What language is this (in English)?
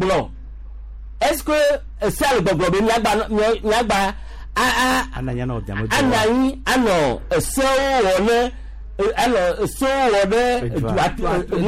Gen